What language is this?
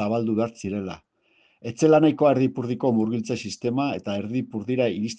Basque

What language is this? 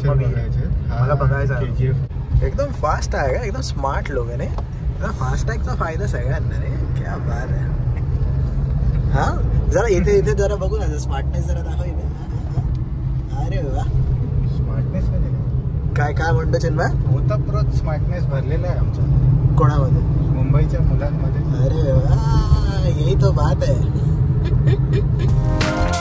Marathi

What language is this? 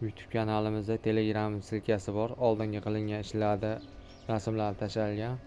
Uzbek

